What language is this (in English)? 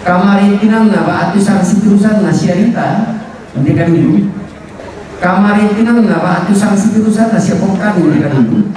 Toraja-Sa'dan